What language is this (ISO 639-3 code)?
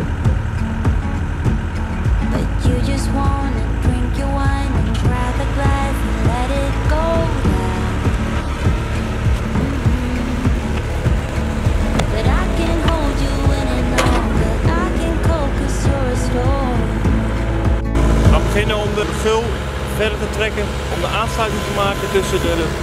nld